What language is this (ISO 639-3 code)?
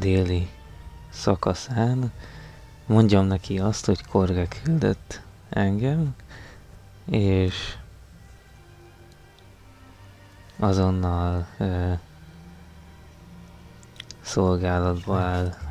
hun